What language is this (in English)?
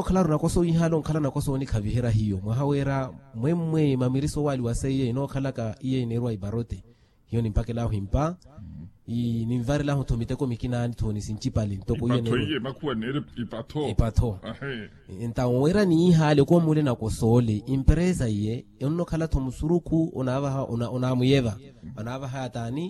Makhuwa